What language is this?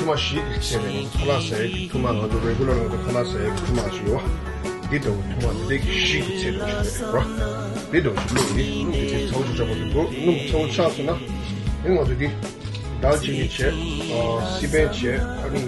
Tibetan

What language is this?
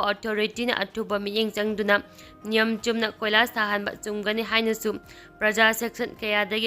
Manipuri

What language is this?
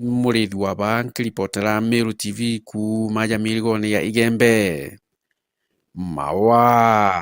Meru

